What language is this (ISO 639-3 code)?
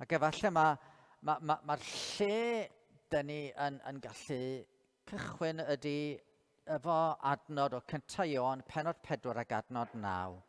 cym